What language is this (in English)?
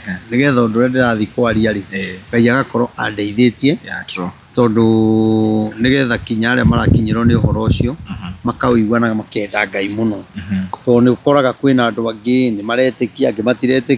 Kikuyu